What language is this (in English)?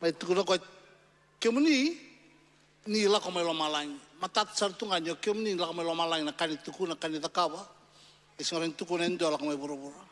Fijian